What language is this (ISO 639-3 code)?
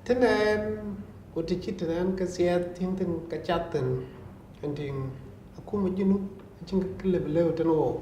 din